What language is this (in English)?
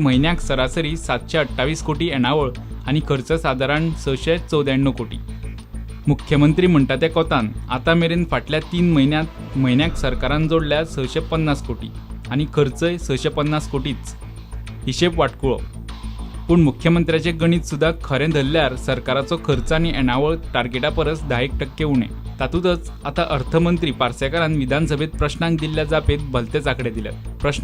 Konkani